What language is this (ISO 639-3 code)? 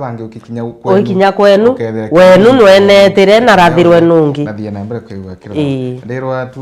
mer